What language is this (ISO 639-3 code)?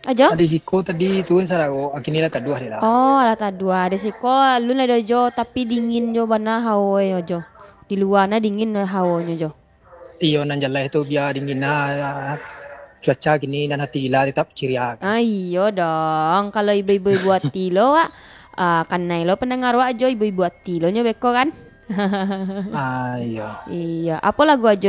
min